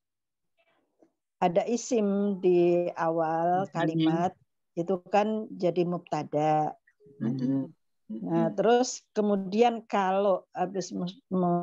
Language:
Indonesian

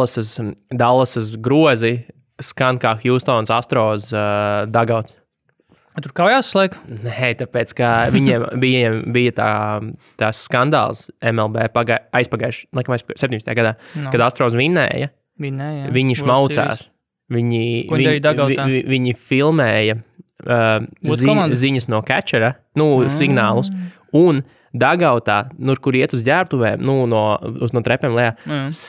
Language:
Latvian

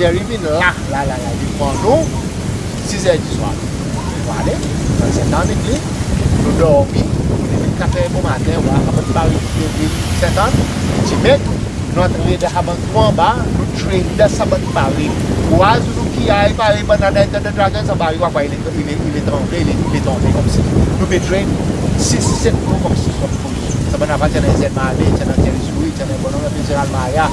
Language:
Seselwa Creole French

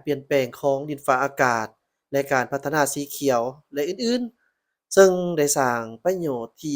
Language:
Lao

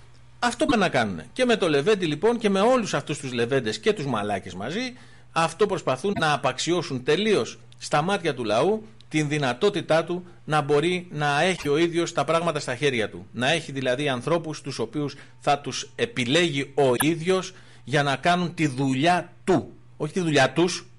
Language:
Greek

